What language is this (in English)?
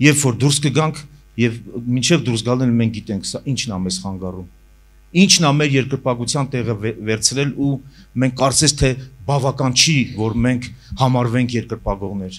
Armenian